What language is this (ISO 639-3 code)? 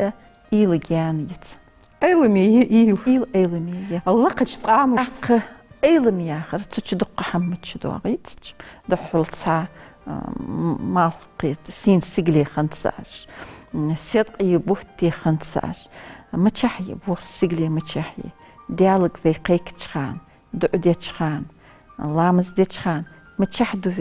inh